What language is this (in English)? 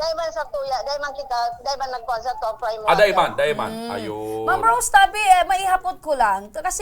Bikol